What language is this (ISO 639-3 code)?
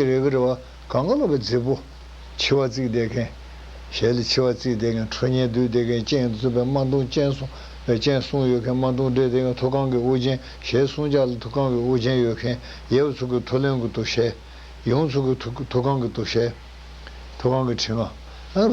bod